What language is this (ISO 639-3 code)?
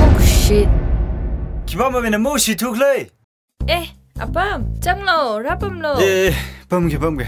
nmf